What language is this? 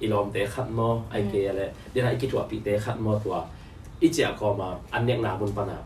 Tedim Chin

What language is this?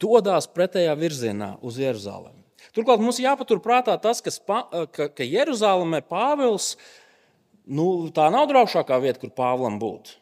Latvian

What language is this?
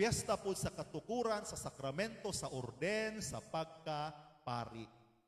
Cebuano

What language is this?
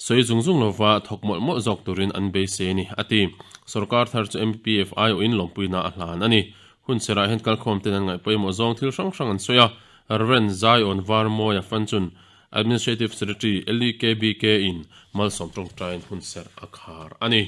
Mizo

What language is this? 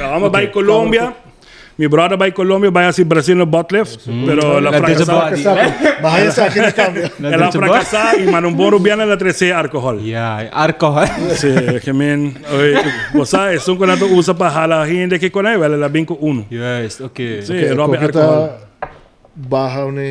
Papiamento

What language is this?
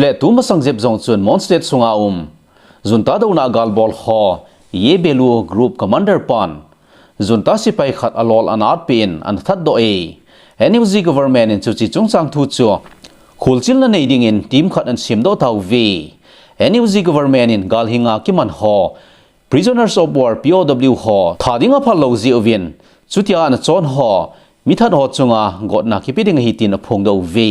Thado Chin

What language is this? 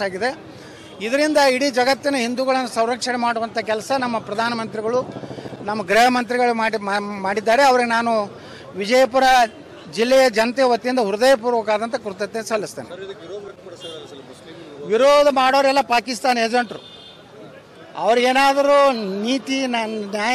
Kannada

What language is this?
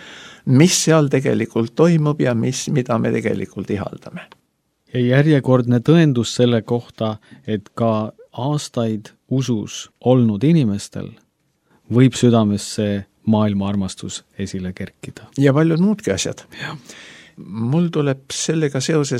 Estonian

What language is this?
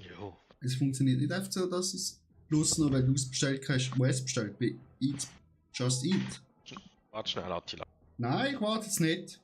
Swiss German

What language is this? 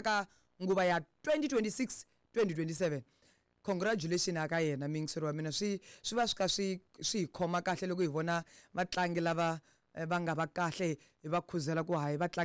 Tsonga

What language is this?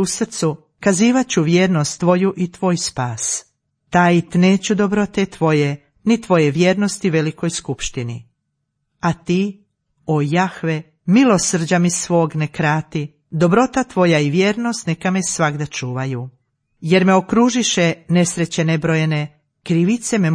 Croatian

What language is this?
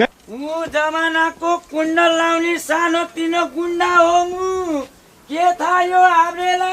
Nepali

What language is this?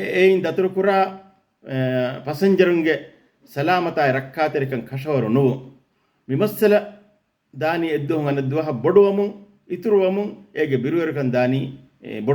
Divehi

